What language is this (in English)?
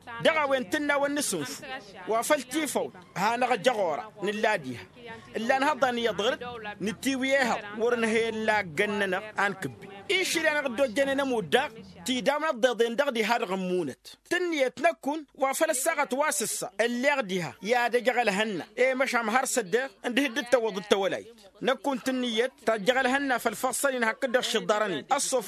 Tamasheq